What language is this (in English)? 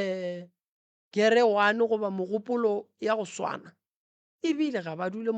Northern Sotho